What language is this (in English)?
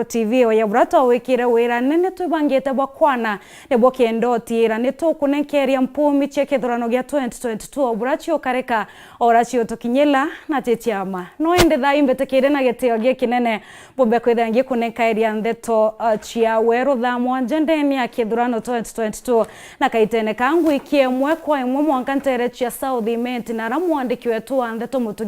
Meru